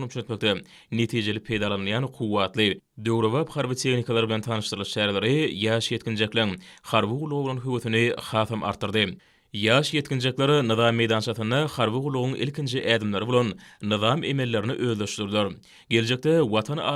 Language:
Turkmen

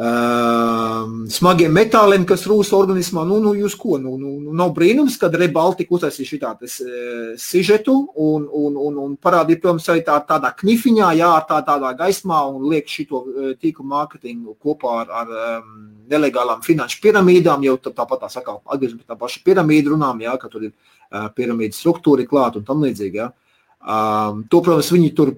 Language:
Latvian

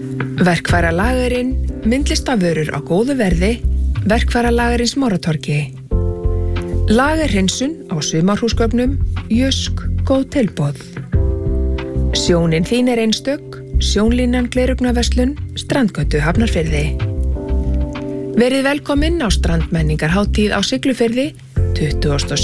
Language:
Icelandic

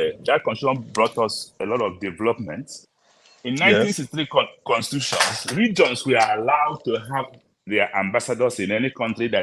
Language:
Nigerian Pidgin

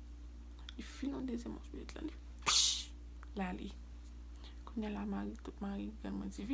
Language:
Haitian Creole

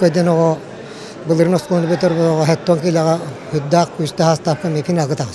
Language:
Yakut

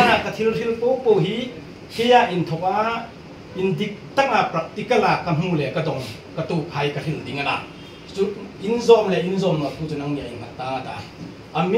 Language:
Hmar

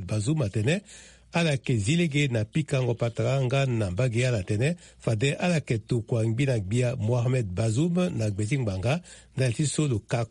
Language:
Sango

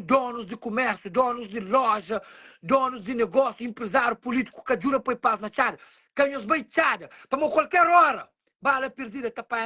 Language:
Kabuverdianu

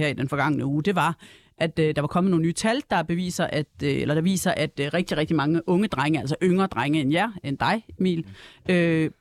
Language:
Danish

